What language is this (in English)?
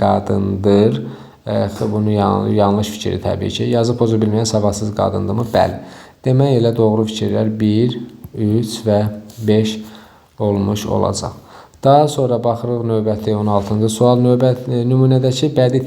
Azerbaijani